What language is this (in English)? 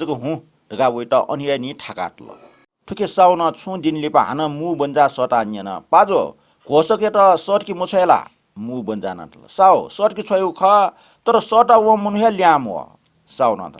Newari